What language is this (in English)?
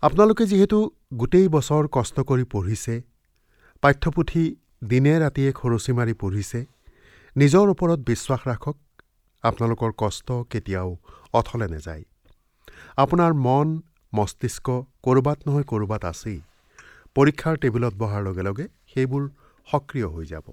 Assamese